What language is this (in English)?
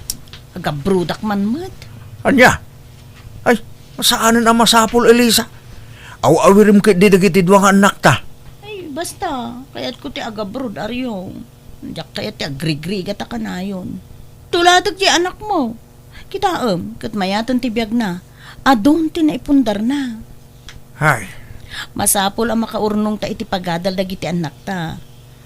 Iloko